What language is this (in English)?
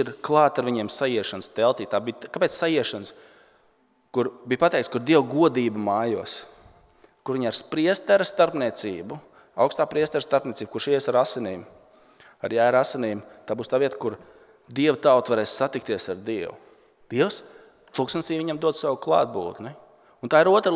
Latvian